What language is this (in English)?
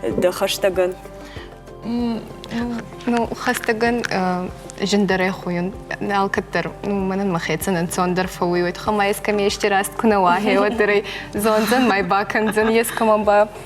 Ossetic